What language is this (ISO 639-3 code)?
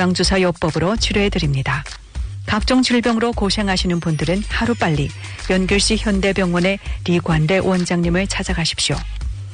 kor